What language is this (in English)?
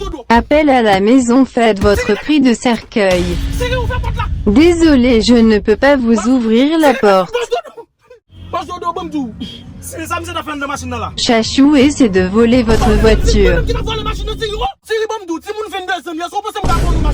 Haitian Creole